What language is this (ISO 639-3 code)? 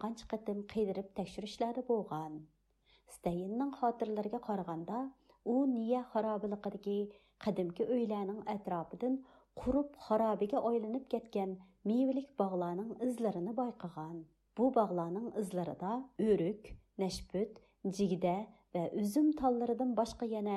uig